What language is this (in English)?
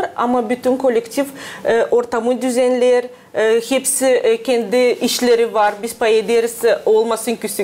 Gagauz